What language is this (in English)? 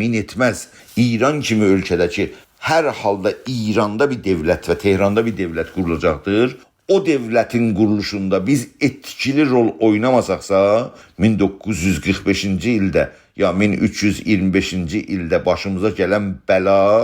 South Azerbaijani